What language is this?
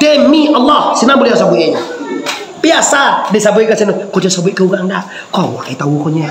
Minangkabau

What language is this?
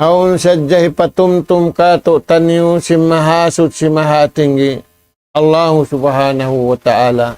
Tausug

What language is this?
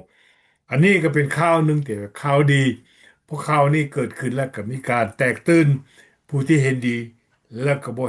Lao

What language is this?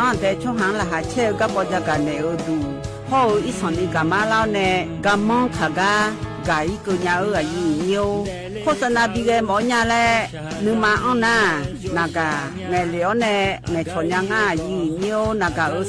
Akha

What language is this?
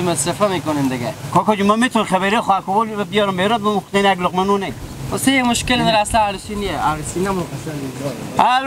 Hazaragi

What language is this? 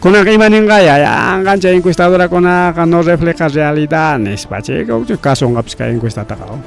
Ayacucho Quechua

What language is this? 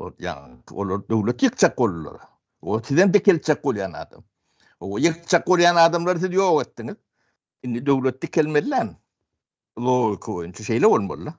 Turkmen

